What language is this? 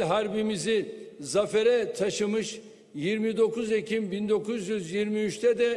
Turkish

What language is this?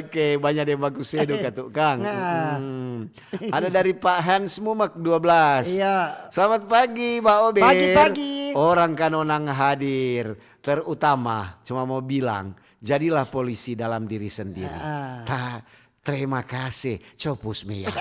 Manado Malay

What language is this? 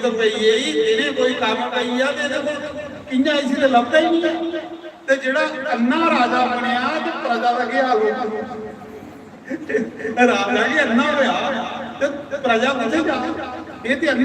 Dogri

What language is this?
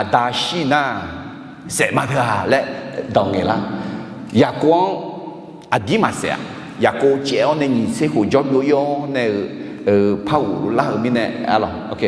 Akha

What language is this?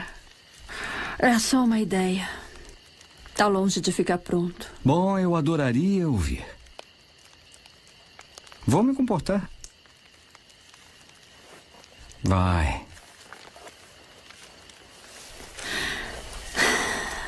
Portuguese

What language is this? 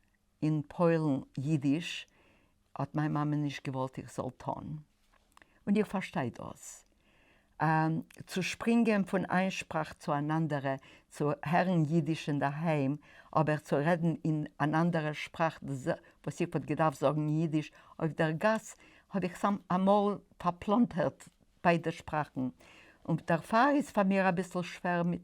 Yiddish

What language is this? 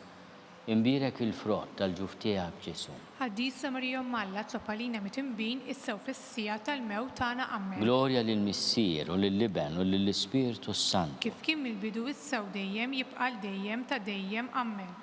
Maltese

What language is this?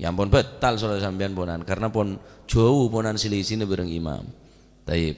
Madurese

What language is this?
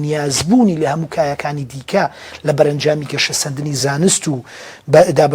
Central Kurdish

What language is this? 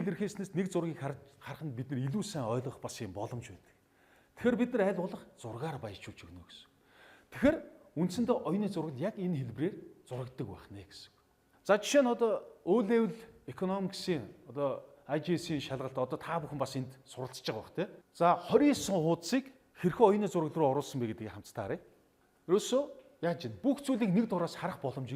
Mongolian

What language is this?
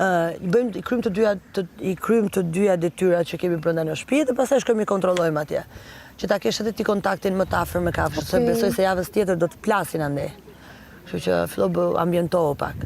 Albanian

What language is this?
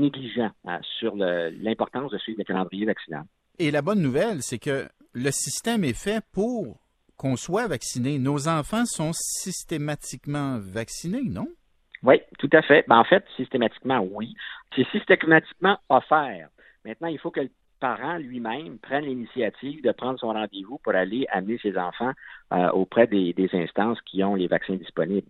French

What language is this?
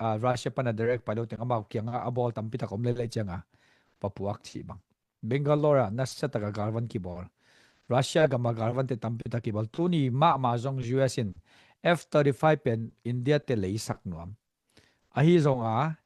Tedim Chin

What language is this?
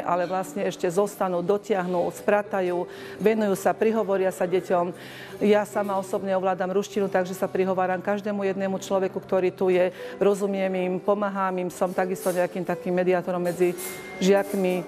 Slovak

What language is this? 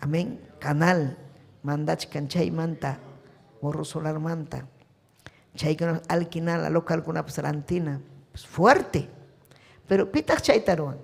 Ayacucho Quechua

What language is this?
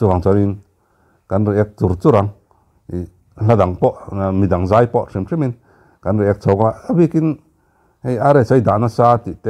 Mizo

